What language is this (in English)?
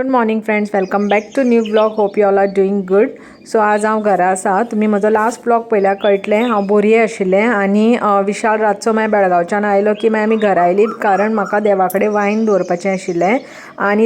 Konkani